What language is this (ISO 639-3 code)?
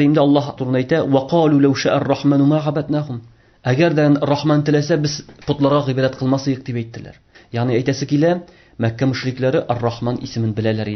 tat